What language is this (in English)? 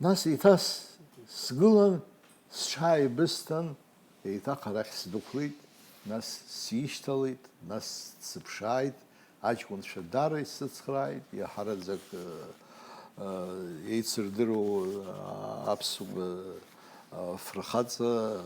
Abkhazian